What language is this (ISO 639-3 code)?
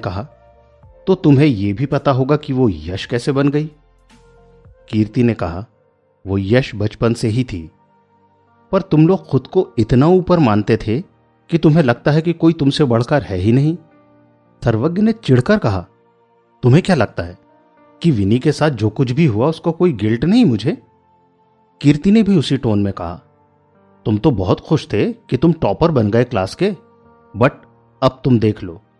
hin